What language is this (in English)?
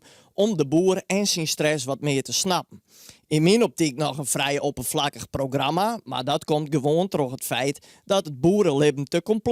Western Frisian